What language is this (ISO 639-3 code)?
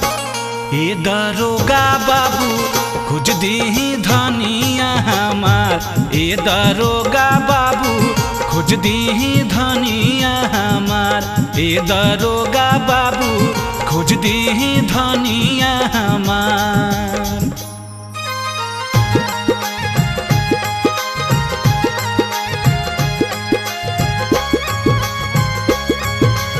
bho